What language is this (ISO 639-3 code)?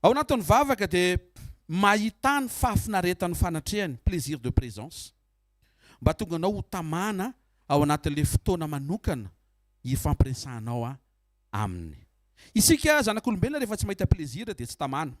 mlg